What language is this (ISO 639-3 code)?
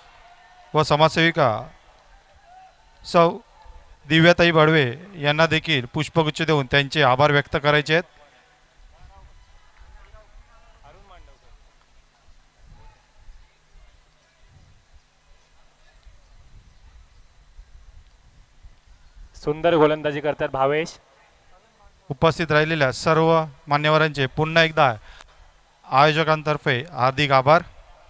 mar